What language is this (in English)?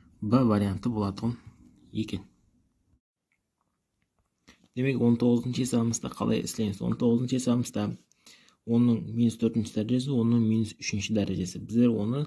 Kazakh